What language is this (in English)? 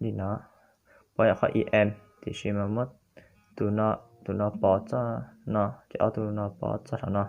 Hmong